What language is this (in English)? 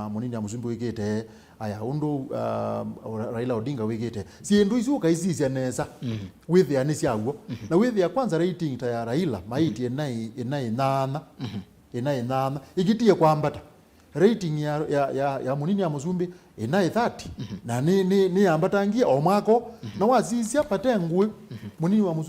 Kamba